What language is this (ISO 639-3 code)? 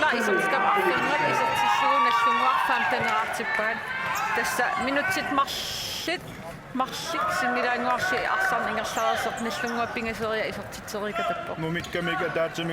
kal